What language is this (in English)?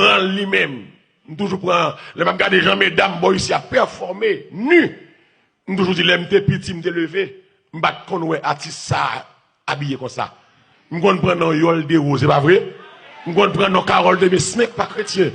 Haitian Creole